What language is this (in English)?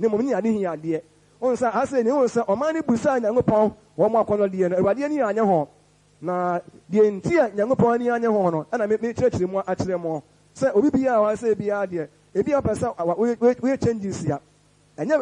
Akan